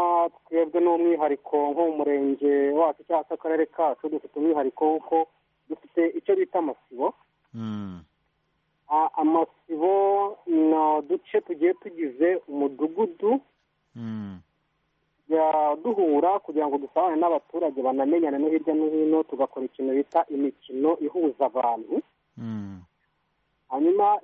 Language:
Kinyarwanda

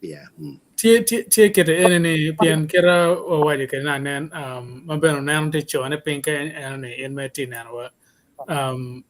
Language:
Acoli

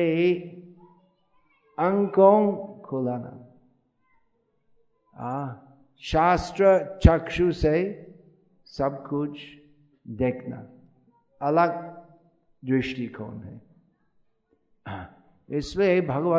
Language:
Hindi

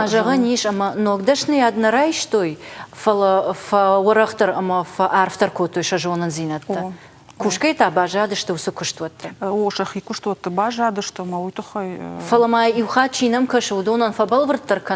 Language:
Ossetic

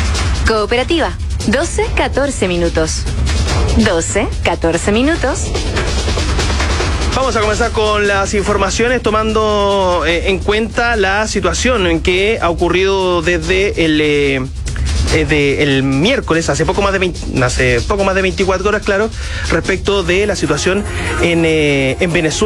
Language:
Spanish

